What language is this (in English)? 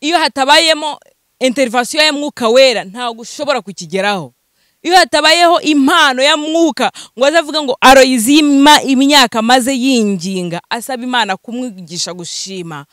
Kinyarwanda